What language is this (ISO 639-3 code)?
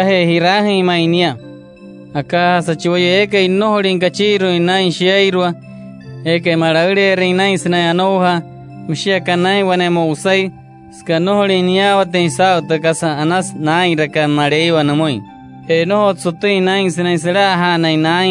guc